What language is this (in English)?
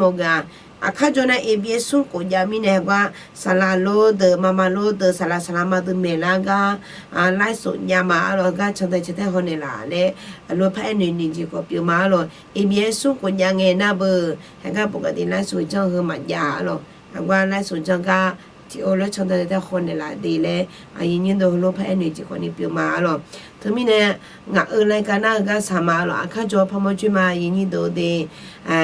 Akha